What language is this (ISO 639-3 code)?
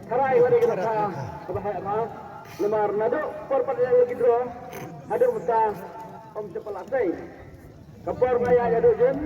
kha